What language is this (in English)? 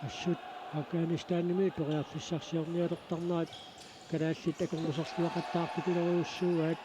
Kalaallisut